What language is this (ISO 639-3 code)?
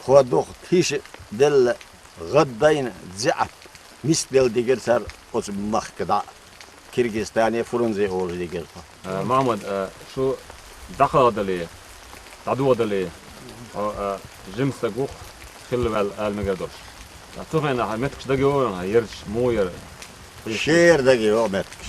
che